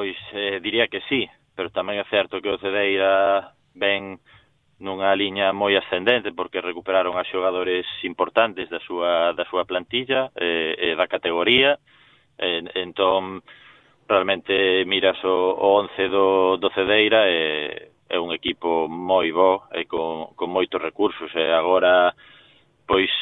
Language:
Galician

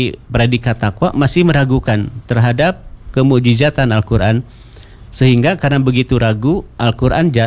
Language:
Indonesian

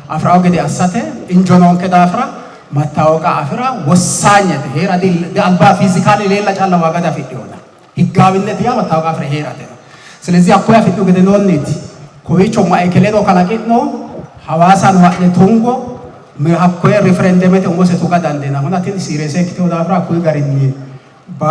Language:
Sidamo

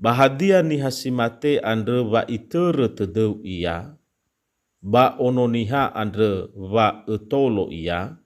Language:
Nias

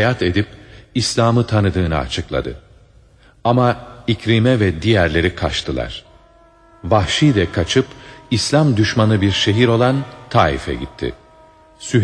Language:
Turkish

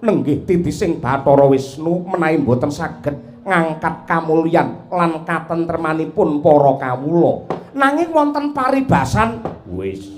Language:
Javanese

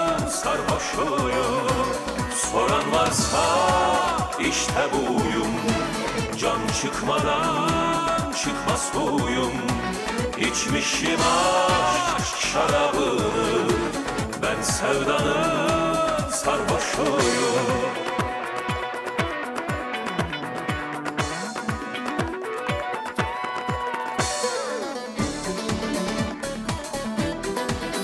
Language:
Turkish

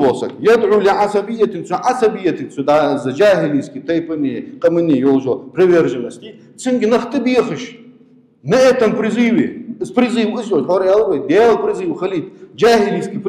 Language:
Ingush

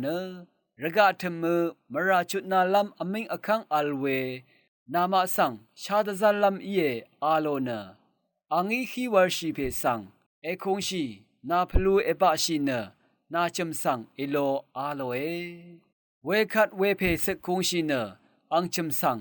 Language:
Rawang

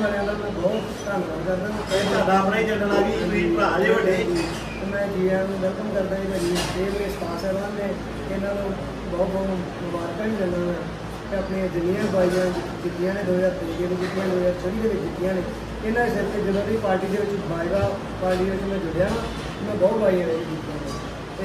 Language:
Punjabi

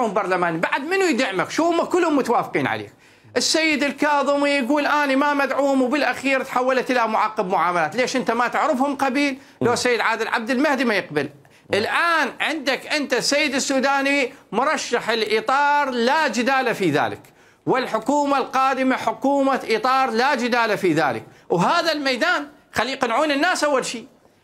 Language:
Mesopotamian Arabic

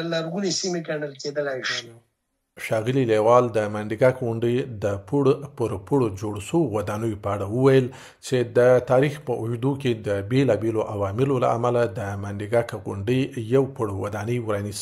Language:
Pashto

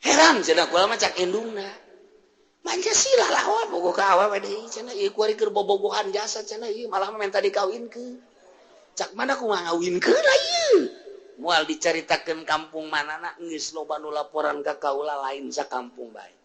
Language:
Sundanese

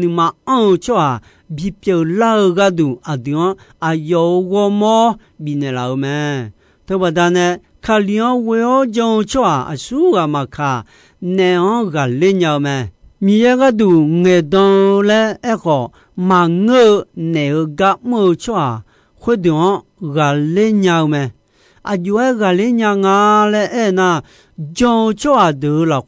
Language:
Akha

